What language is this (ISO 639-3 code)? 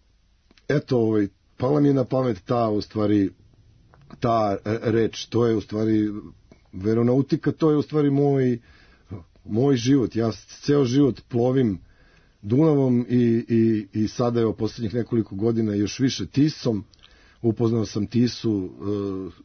srp